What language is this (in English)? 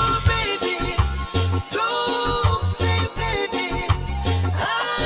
Tongan